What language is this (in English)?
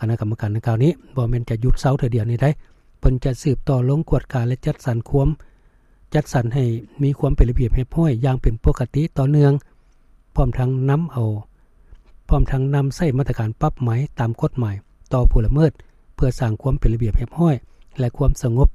Lao